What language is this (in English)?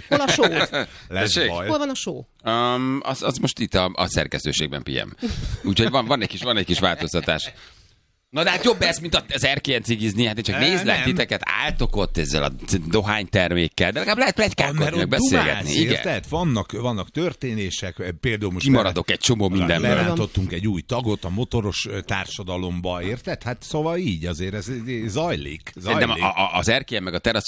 Hungarian